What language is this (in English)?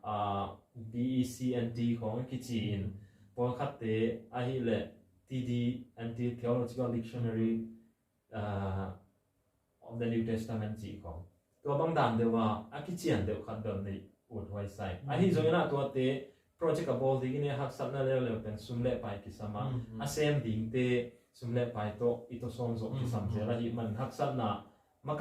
Tedim Chin